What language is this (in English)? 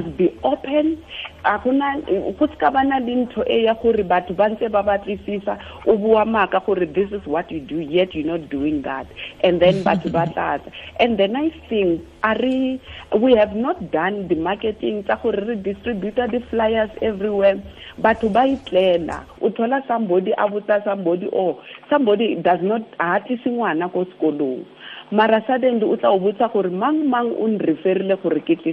Tswana